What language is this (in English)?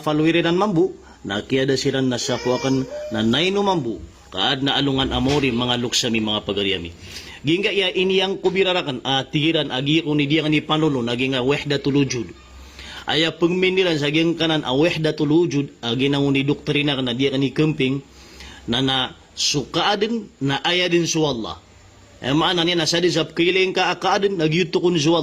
Maranao